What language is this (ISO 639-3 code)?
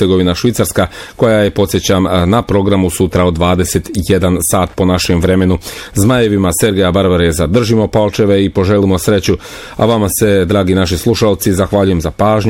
bos